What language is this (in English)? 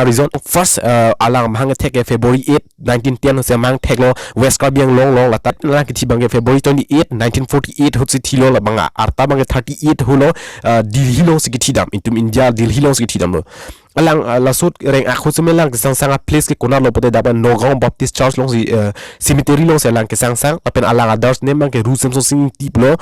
Karbi